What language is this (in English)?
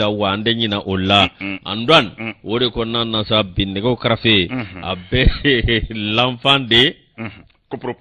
Bambara